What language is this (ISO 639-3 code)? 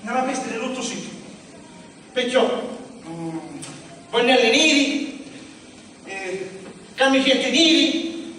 scn